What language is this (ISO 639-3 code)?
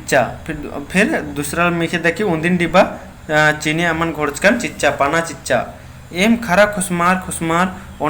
kru